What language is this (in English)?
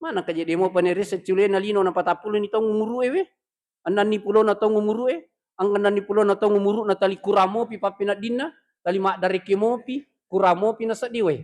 Buginese